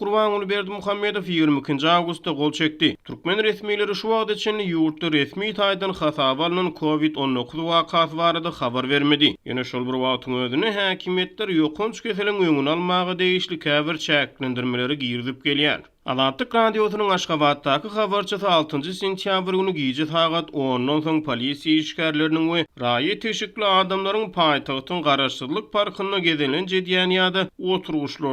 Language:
Turkmen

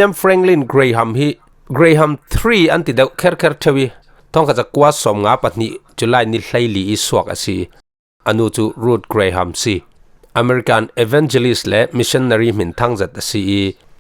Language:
Falam Chin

